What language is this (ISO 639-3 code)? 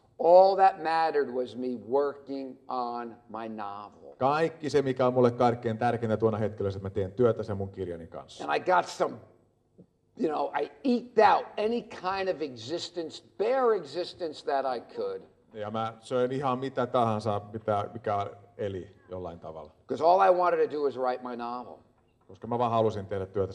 fin